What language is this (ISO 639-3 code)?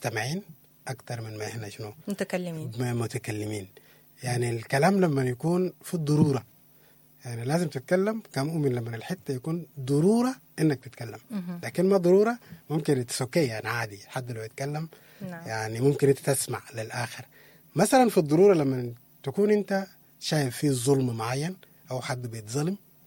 apd